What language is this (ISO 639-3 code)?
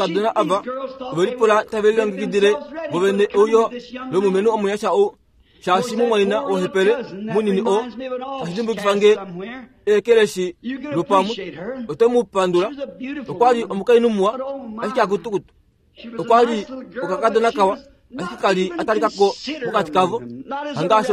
kua